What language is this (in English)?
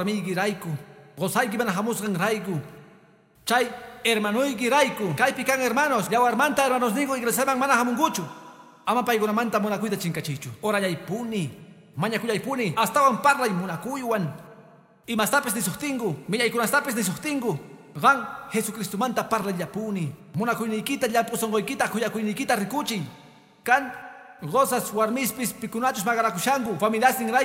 Quechua